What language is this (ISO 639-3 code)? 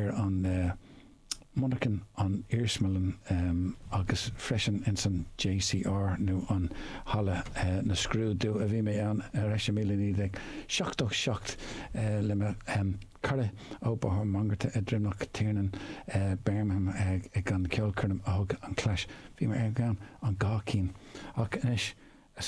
gle